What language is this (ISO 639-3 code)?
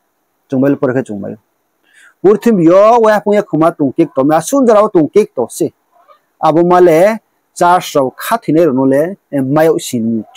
ria